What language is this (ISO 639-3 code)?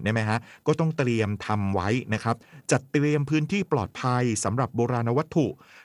tha